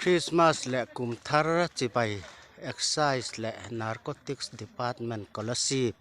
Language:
Mizo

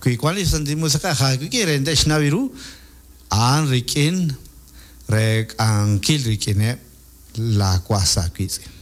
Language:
Kekchí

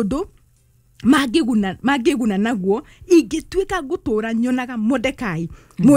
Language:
Kikuyu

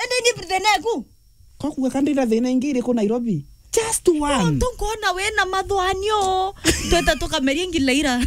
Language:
Meru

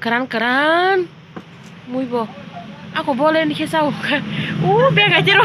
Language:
Kok Borok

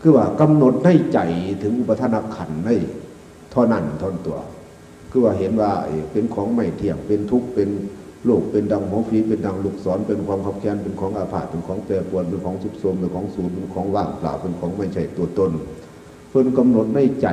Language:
Northeastern Thai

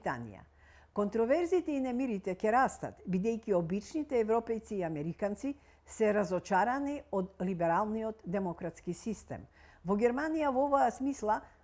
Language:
Macedonian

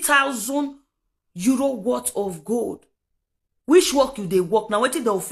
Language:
Nigerian Pidgin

